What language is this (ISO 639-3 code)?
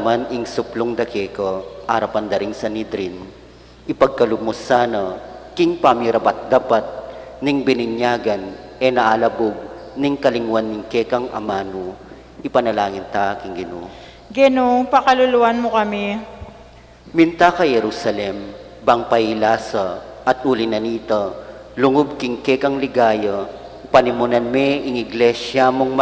pam